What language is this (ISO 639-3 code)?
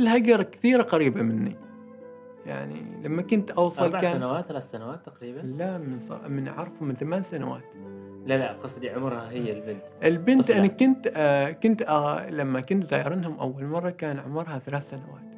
afb